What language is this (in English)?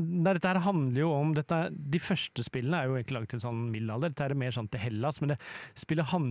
Norwegian